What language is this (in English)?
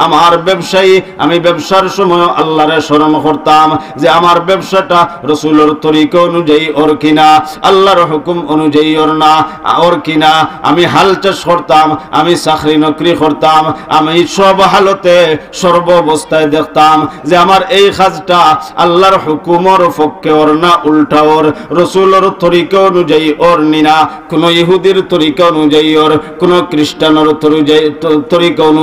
Sylheti